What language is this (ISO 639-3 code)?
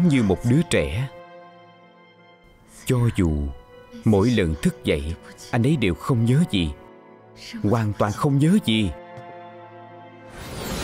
vie